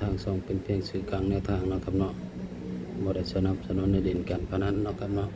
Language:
Northeastern Thai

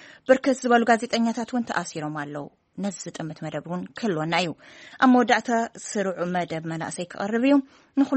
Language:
Tigrinya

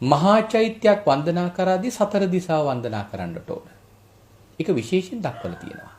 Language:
Sinhala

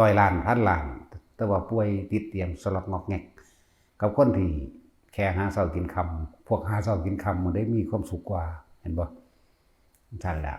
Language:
Northeastern Thai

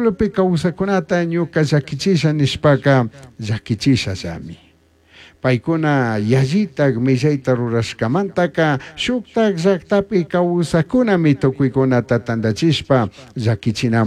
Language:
Chimborazo Highland Quichua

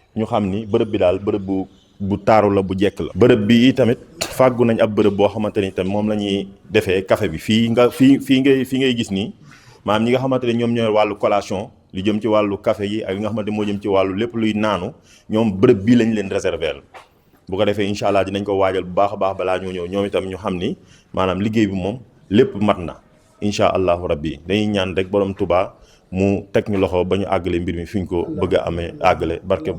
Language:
Wolof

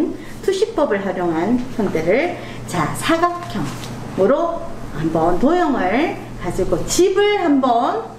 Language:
Korean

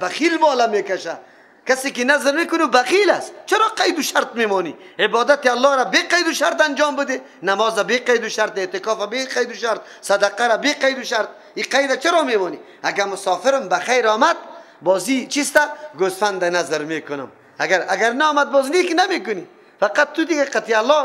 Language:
Persian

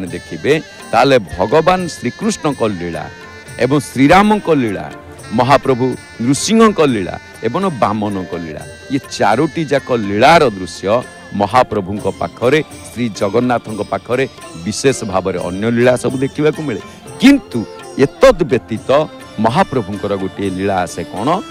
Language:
Odia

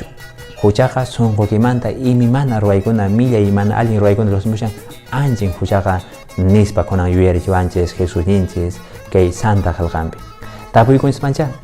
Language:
Quechua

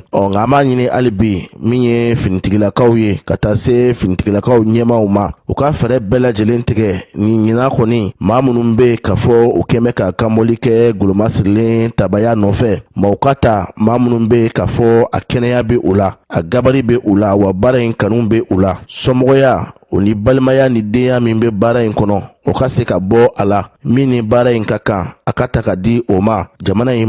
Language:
Bambara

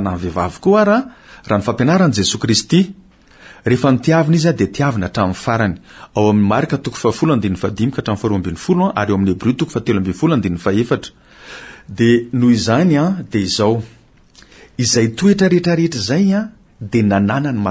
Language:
Malagasy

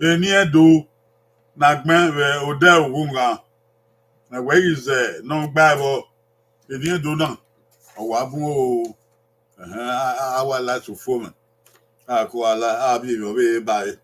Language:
Bini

